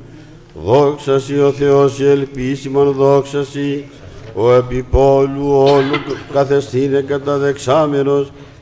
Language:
Greek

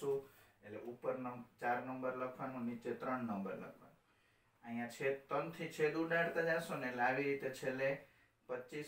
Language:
Gujarati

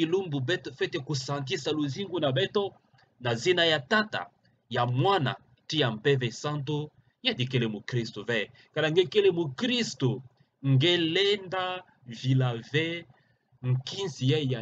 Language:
Kituba (Democratic Republic of Congo)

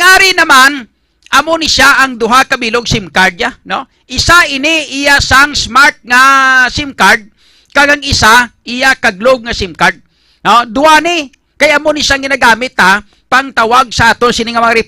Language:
Hiligaynon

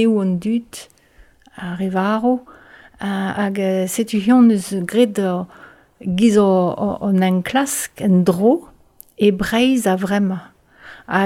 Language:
Breton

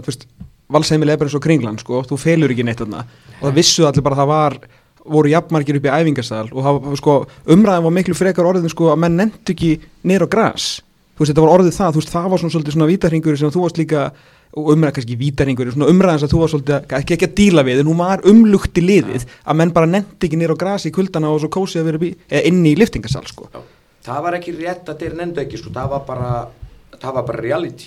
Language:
Icelandic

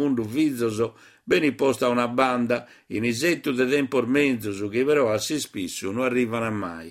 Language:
Sardinian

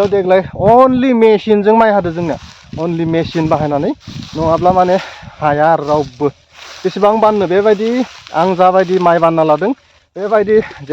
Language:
Bodo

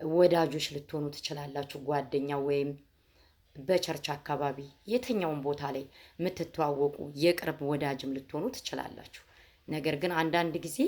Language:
Amharic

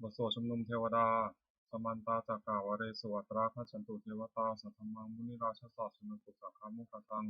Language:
Pali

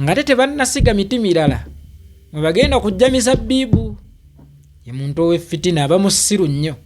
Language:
Ganda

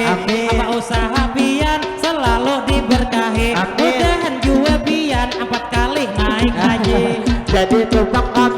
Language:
Banjar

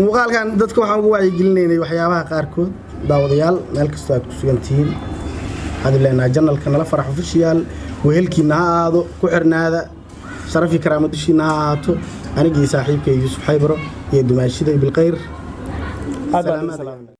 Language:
Somali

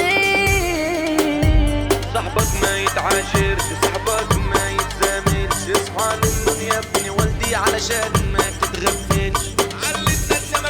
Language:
Egyptian Arabic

